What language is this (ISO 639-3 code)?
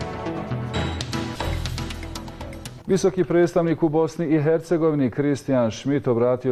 bos